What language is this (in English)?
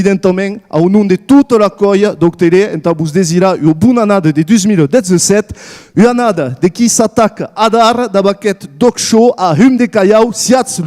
Occitan